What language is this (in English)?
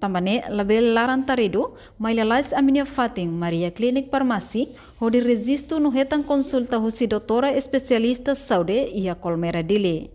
Tetum